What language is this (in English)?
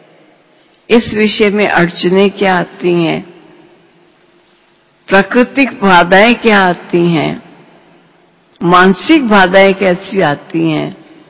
Hindi